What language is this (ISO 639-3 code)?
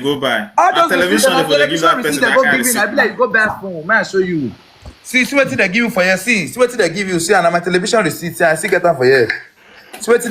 pcm